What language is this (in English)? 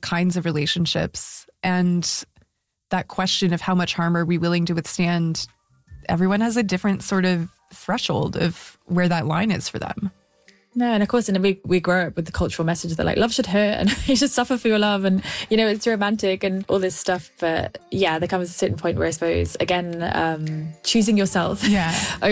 English